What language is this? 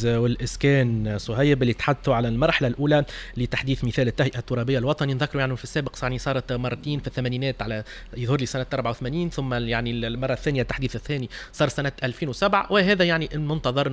Tunisian Arabic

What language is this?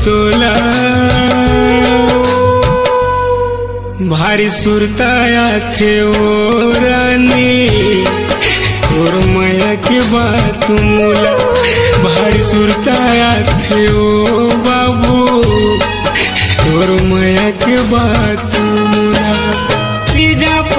Chhattisgarhi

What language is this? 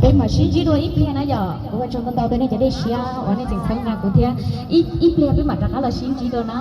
Hmong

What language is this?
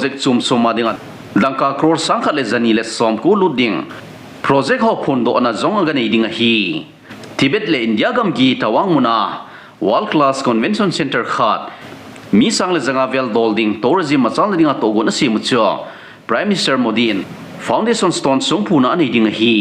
Thado Chin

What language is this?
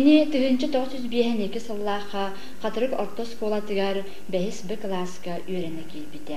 Yakut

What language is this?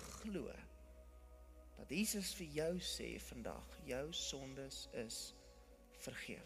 Afrikaans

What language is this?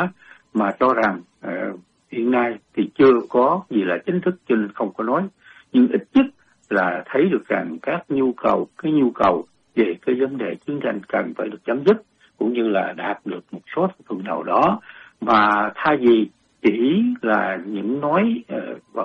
Vietnamese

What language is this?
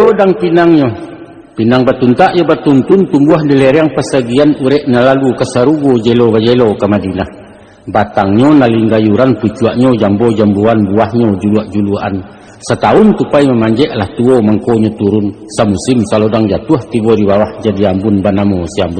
Minangkabau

